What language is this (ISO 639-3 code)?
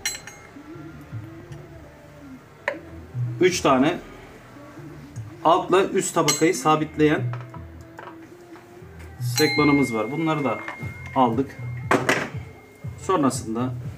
tur